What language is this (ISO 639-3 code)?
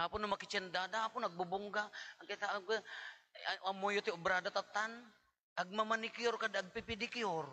ilo